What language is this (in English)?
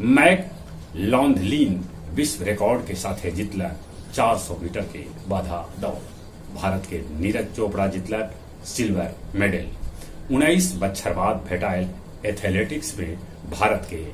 Magahi